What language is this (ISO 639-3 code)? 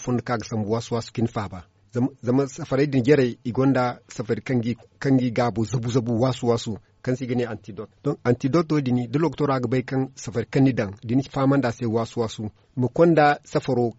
dje